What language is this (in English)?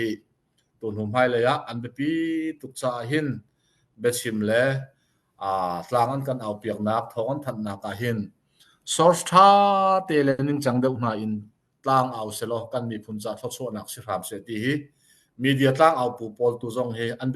Hakha Chin